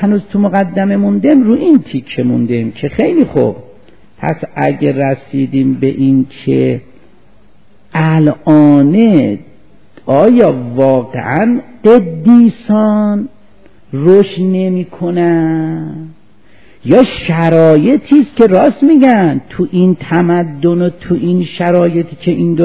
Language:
Persian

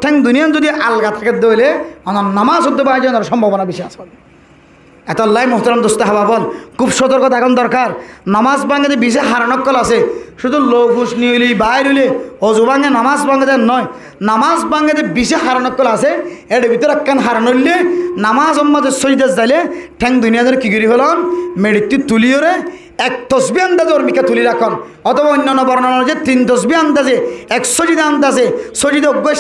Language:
Rohingya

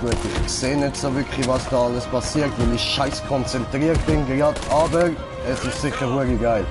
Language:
Swiss German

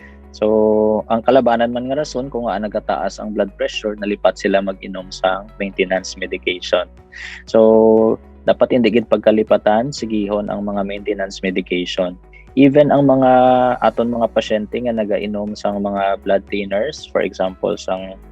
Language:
Hiligaynon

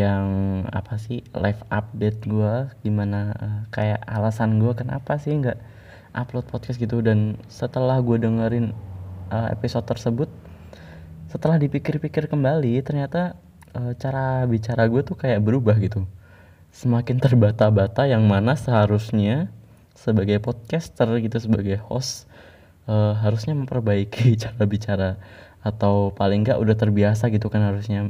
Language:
Indonesian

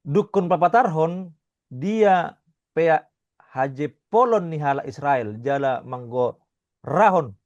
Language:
Batak Toba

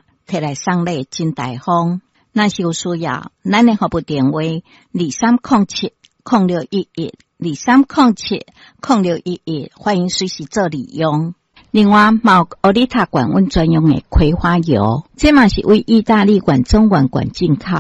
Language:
Min Nan Chinese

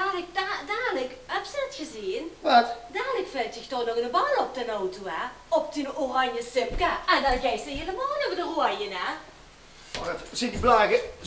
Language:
Limburgish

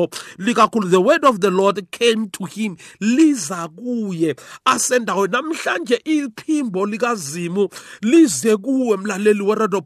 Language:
South Ndebele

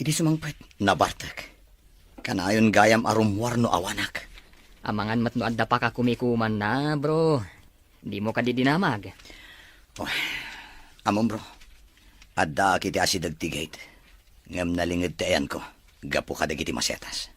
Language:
Iloko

